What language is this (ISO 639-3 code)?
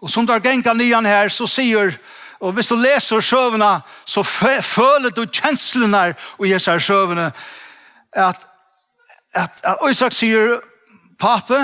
fao